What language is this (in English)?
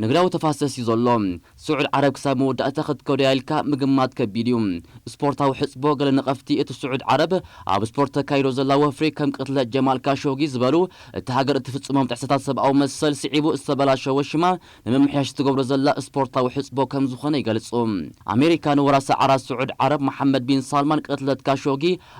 Tigrinya